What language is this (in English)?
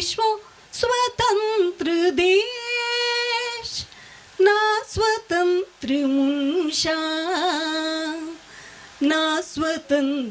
Konkani